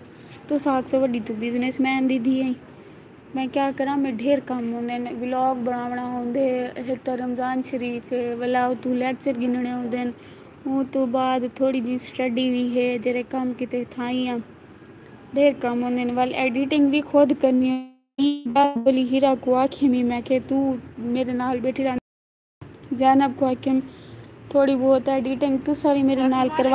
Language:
Saraiki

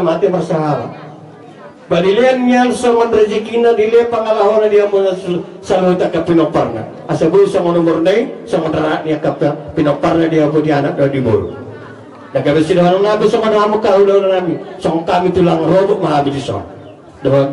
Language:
Batak Toba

